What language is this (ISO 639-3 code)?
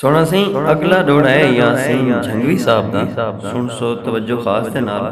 skr